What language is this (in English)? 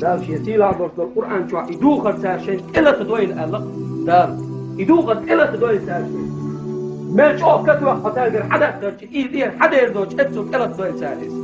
Chechen